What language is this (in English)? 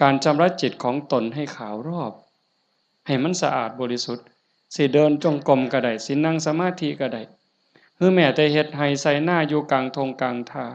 Northeastern Thai